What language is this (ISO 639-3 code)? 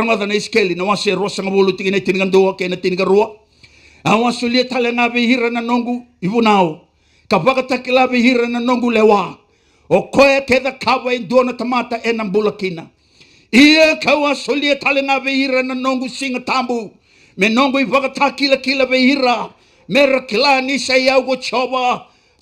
fij